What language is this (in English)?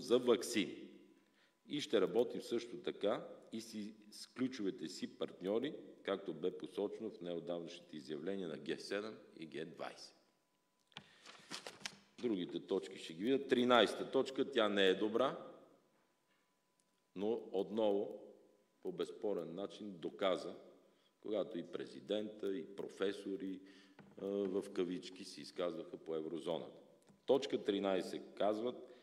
Bulgarian